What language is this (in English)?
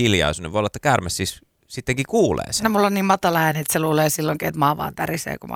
Finnish